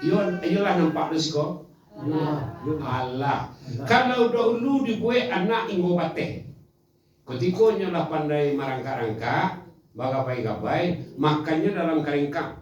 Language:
Minangkabau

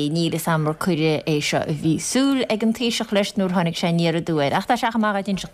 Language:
Irish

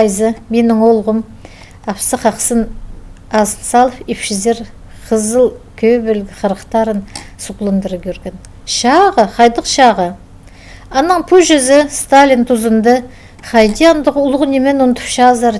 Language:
Khakas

